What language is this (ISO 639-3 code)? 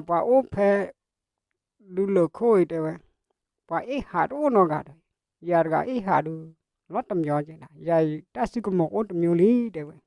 ksw